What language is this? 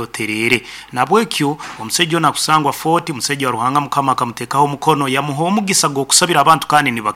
Nyankole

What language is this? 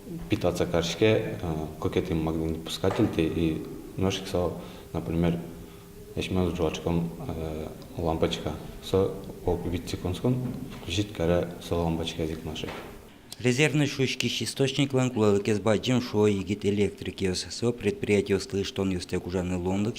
Udmurt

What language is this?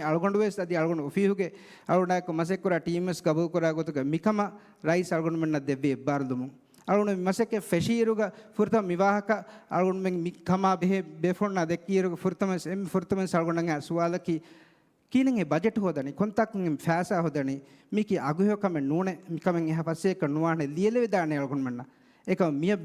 Divehi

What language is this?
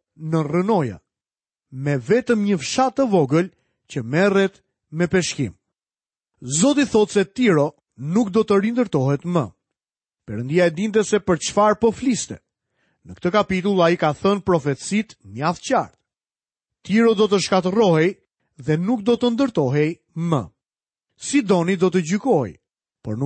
Albanian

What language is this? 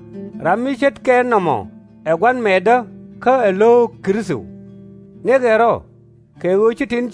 Nuer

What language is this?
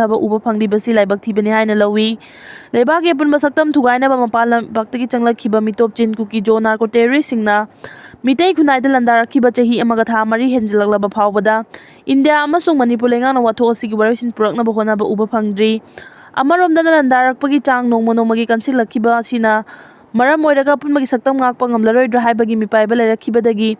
Manipuri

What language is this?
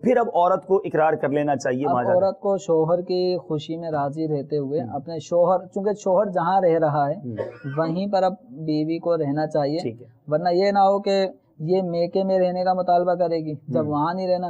Urdu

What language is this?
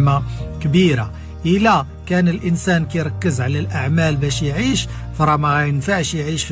Moroccan Arabic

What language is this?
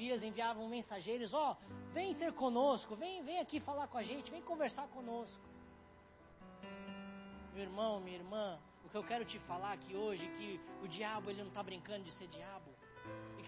Portuguese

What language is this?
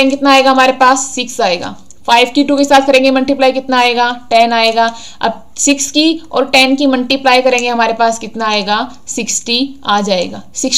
Hindi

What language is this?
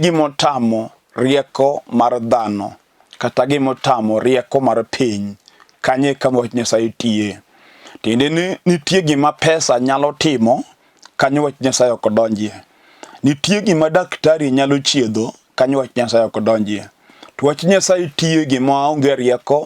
Luo (Kenya and Tanzania)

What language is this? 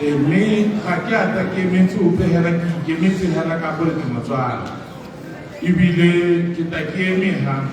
Tswana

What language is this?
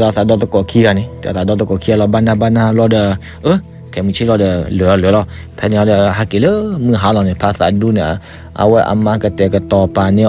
S'gaw Karen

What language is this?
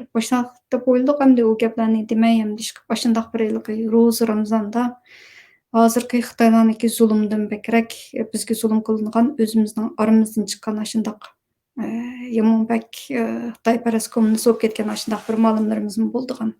Uyghur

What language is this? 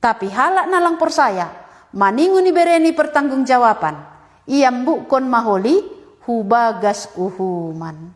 Batak Simalungun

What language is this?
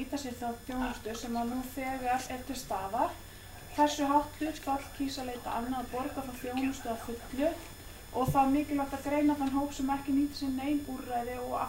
Icelandic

